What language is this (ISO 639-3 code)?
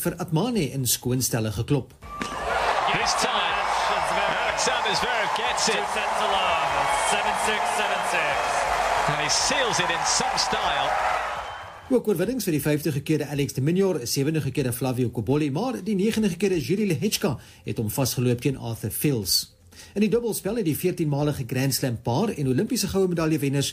afr